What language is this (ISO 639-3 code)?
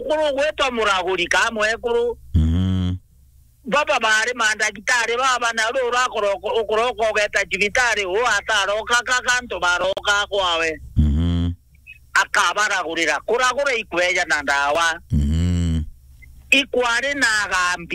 mer